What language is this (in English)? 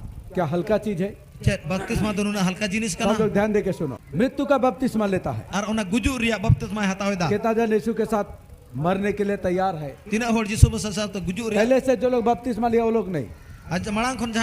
Santali